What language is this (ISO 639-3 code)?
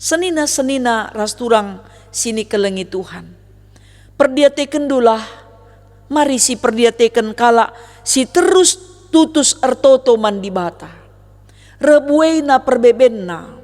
btx